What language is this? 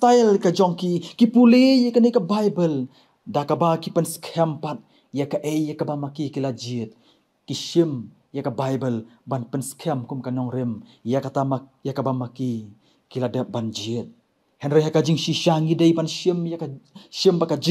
Khasi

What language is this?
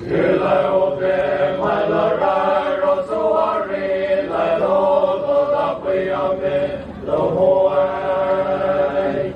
Poumei Naga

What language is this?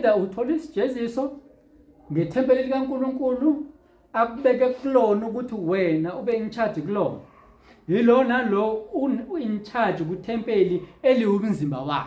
Zulu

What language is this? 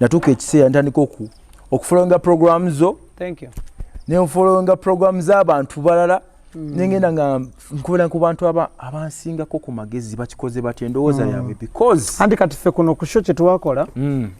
Ganda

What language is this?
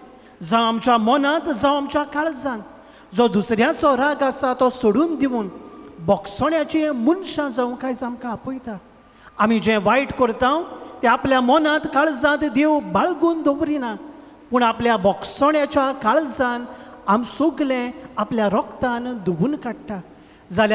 Konkani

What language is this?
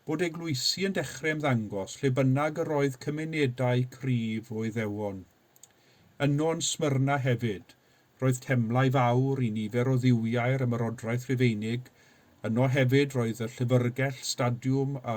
Welsh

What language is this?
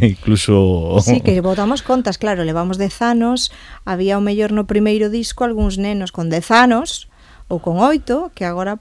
Galician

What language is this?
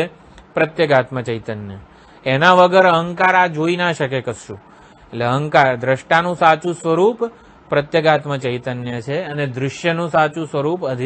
Gujarati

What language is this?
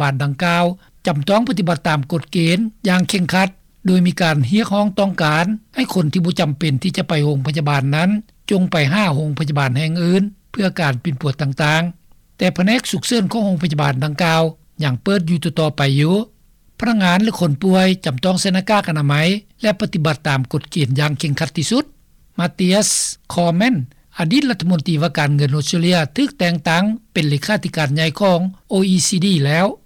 Lao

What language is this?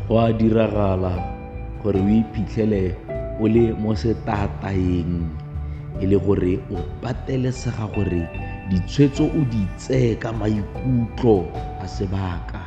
Tswana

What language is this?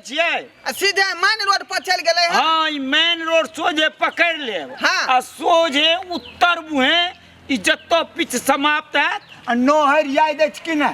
Maithili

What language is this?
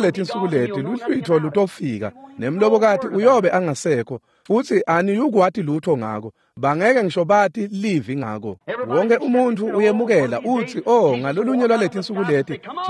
Swati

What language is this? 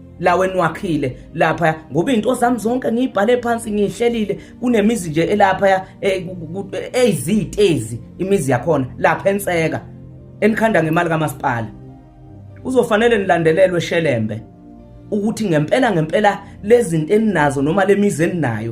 Zulu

